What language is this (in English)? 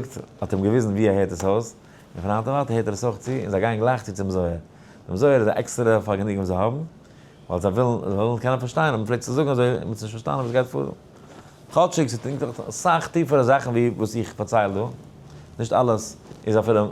Yiddish